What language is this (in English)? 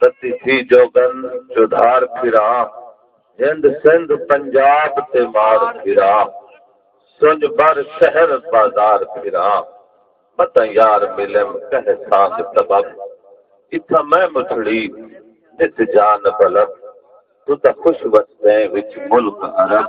Saraiki